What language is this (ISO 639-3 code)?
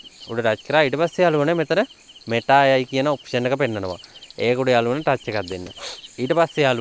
sin